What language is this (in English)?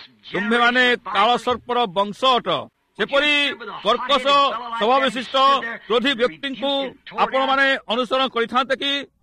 Odia